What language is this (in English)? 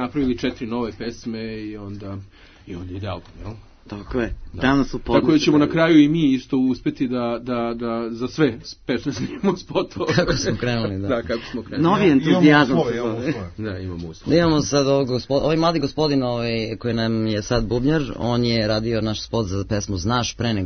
Serbian